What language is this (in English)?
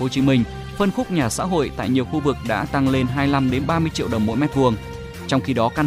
Vietnamese